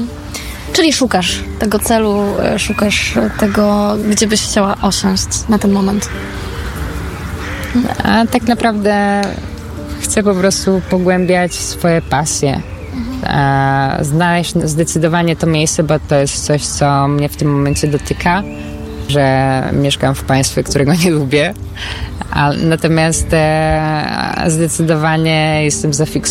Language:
Polish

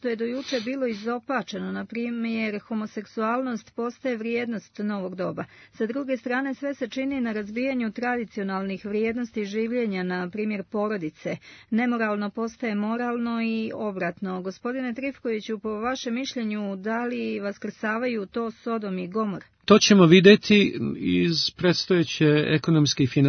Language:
Serbian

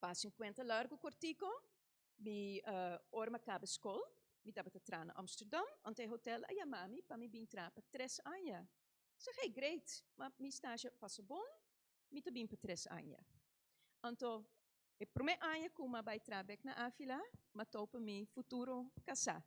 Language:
Papiamento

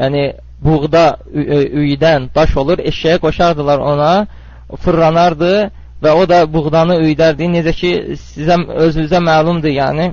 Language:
Azerbaijani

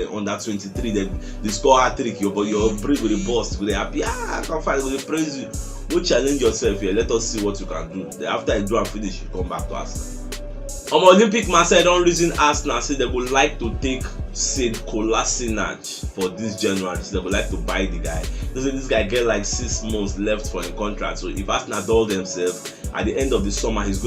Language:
Nigerian Pidgin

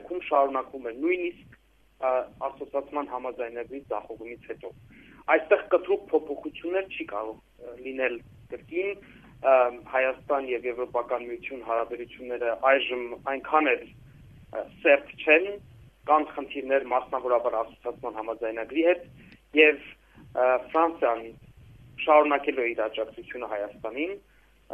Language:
Armenian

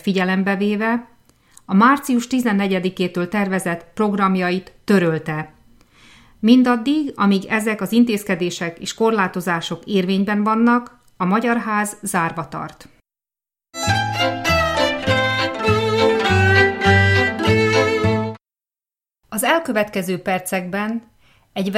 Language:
Hungarian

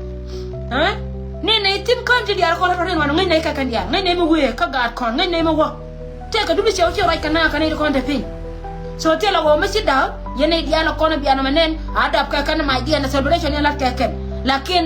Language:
Nuer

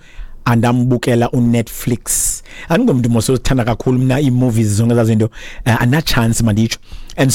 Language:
Xhosa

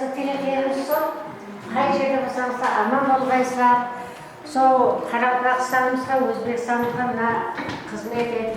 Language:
Kara-Kalpak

